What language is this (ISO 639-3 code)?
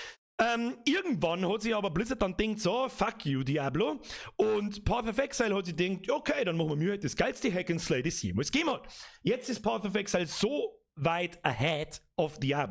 bar